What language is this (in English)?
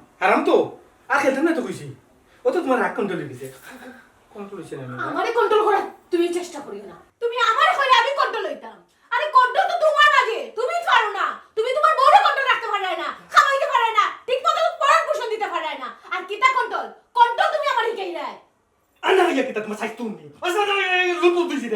Sylheti